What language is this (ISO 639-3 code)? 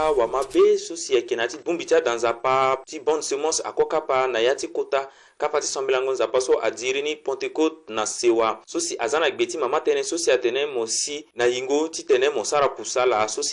sag